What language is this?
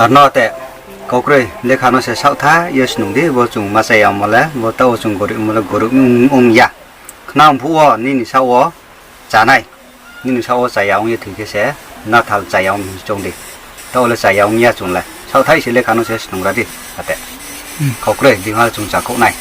Riang (India)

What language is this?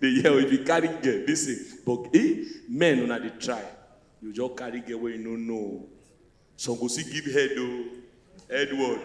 Nigerian Pidgin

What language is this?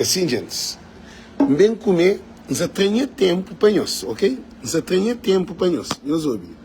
Kabuverdianu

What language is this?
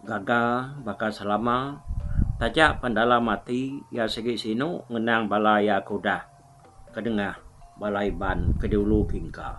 Iban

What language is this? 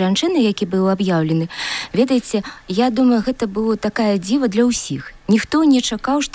Belarusian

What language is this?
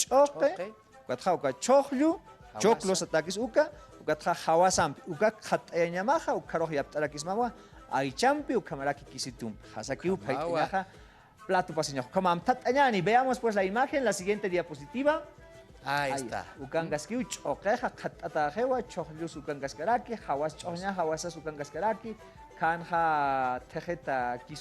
Aymara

